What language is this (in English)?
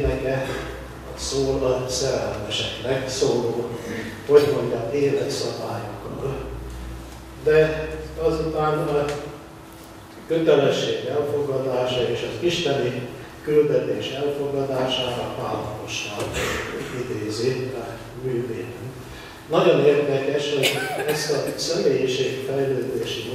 Hungarian